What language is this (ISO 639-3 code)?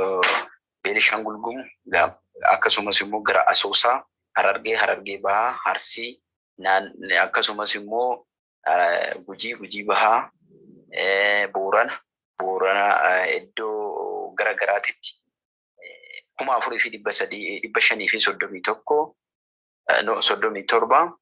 orm